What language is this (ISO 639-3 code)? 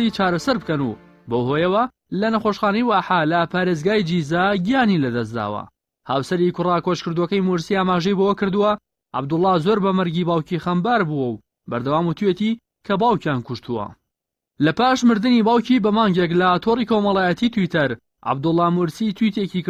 ckb